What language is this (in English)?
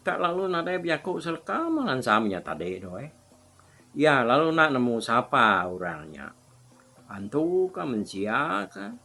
Iban